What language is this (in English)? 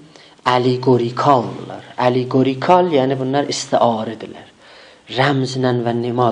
South Azerbaijani